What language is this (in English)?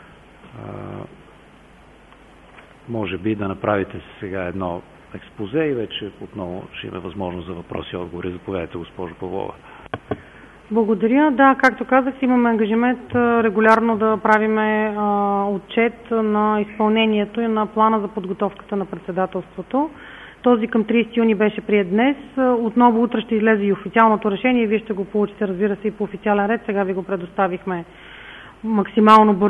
Bulgarian